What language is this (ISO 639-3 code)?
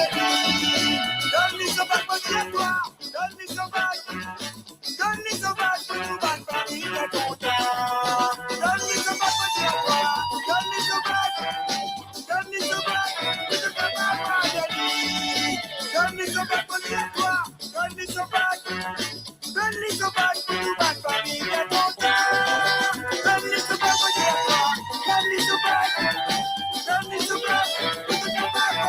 mfe